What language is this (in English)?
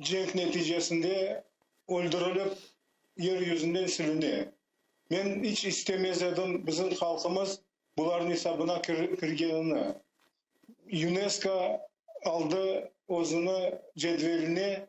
Crimean Tatar